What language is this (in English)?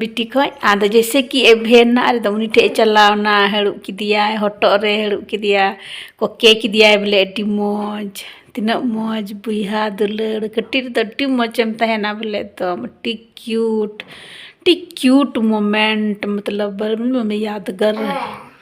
Santali